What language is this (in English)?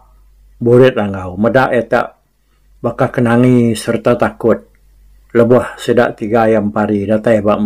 Iban